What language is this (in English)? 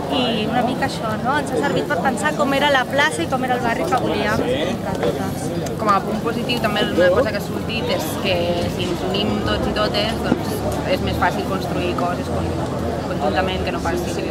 Catalan